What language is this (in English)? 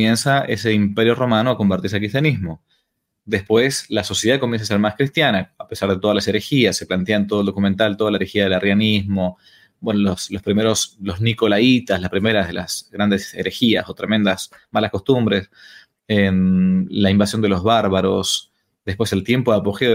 Spanish